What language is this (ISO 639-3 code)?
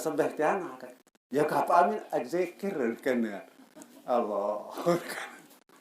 sas